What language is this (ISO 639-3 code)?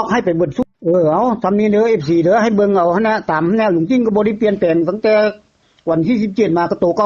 tts